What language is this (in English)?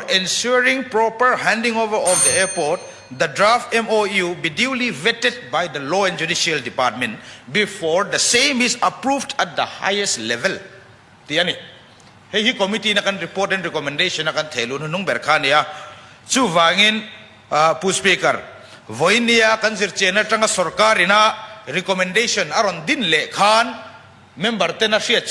Mizo